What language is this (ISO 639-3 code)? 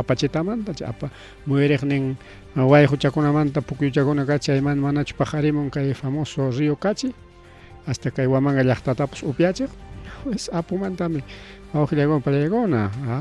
quy